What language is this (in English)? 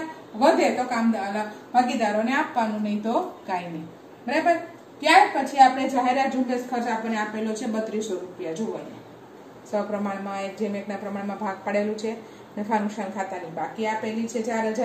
Gujarati